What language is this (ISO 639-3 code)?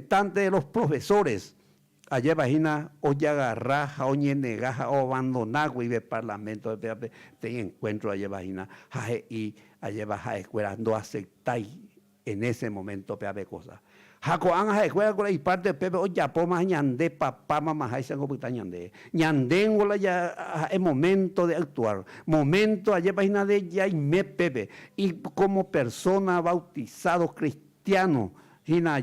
grn